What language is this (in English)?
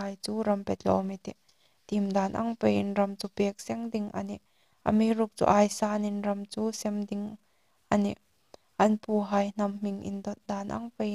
Hmar